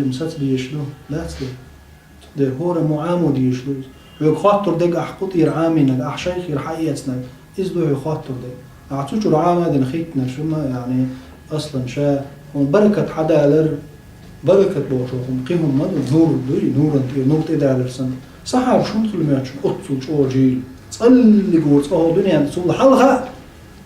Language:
Chechen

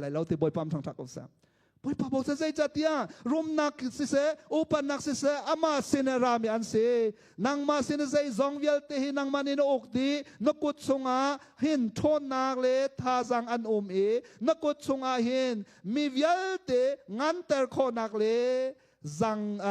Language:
Hakha Chin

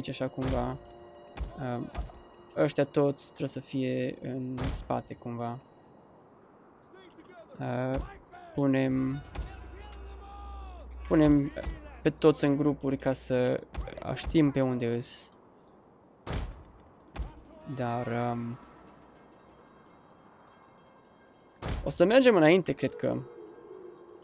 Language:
Romanian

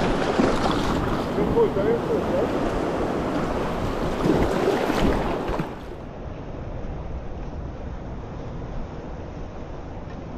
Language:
Hebrew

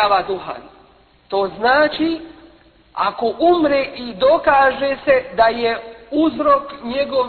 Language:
Bosnian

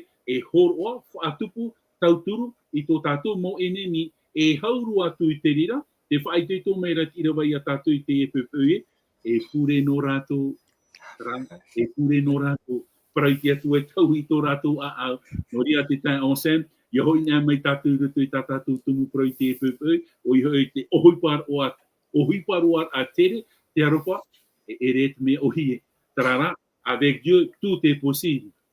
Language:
Tahitian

